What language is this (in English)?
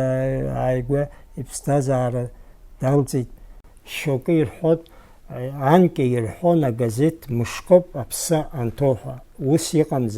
Abkhazian